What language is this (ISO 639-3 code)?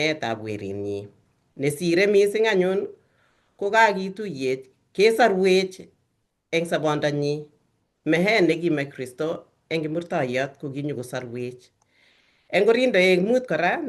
kln